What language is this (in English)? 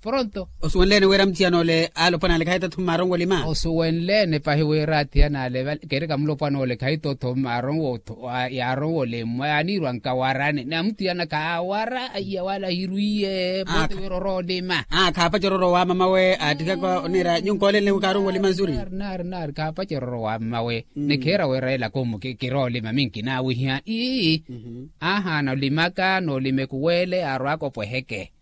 Makhuwa